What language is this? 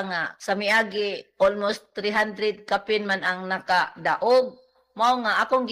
Cebuano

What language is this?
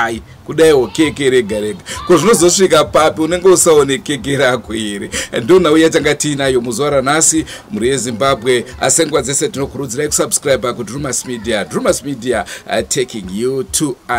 Shona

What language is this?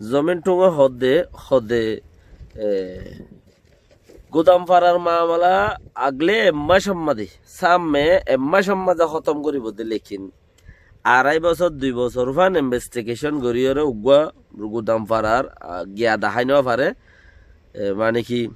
Rohingya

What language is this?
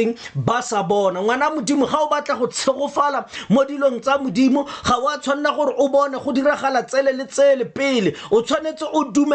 Tswana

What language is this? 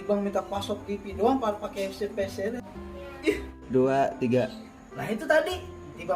Betawi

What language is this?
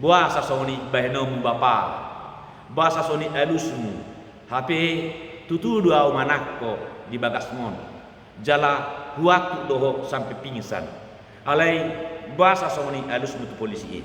Batak Toba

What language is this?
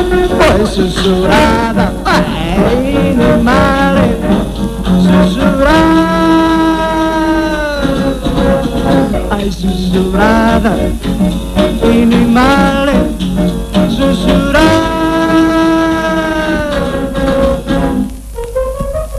Greek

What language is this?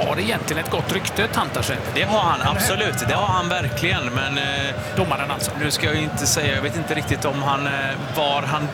Swedish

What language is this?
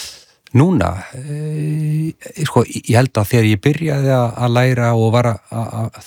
Icelandic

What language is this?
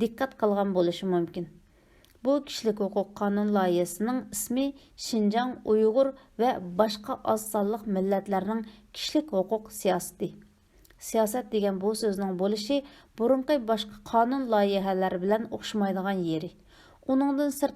Uyghur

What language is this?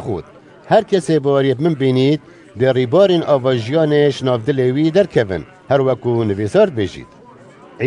Kurdish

